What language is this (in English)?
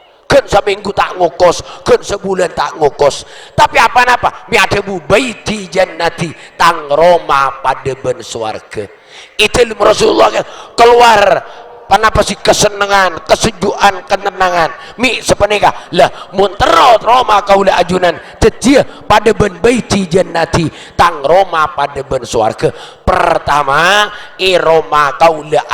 Madurese